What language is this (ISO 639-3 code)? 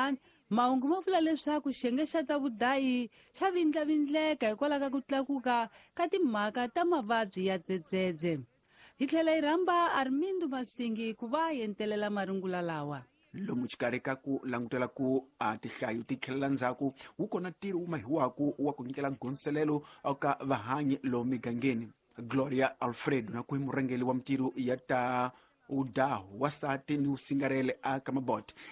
tso